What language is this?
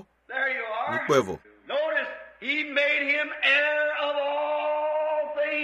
Ewe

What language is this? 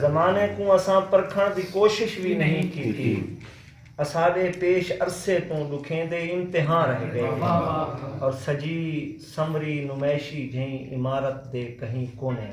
Saraiki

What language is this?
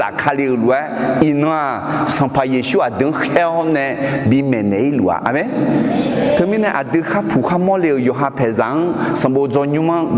Akha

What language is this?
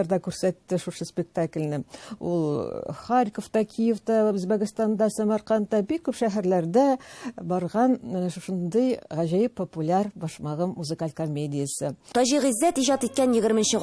Tatar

